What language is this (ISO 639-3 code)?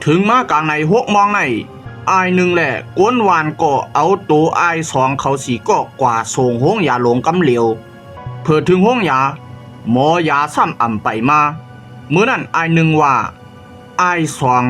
shn